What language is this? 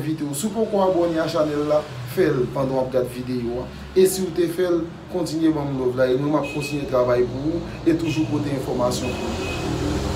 Haitian Creole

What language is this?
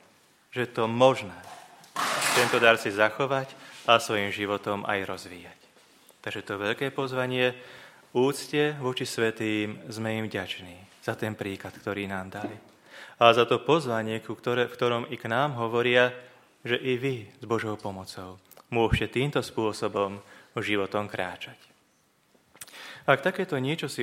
Slovak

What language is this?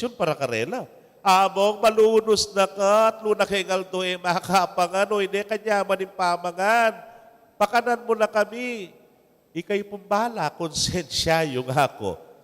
Pampanga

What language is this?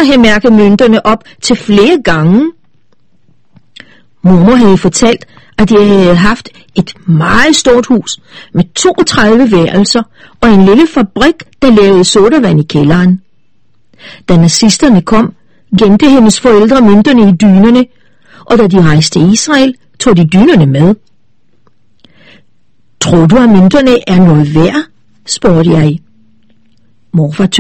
Danish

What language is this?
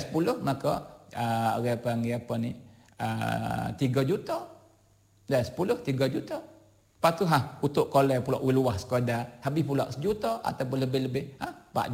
Malay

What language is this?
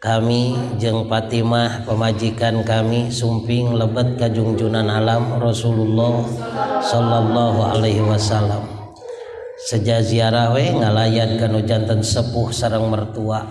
Sundanese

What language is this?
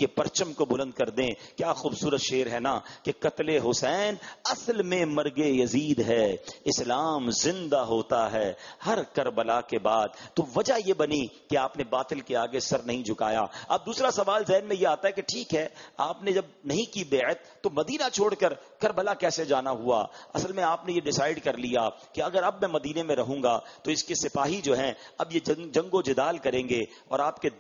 Urdu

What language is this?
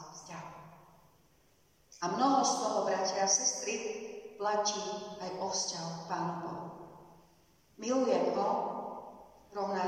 Slovak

